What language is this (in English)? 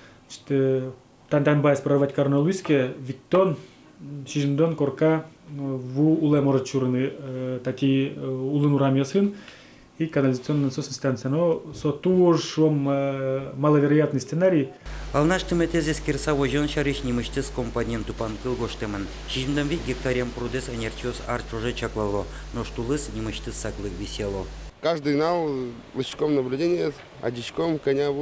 Udmurt